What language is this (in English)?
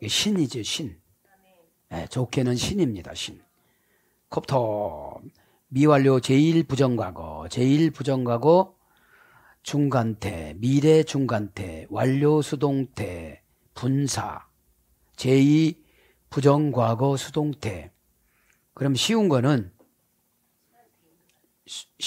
Korean